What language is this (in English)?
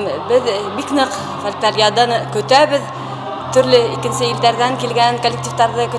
Bashkir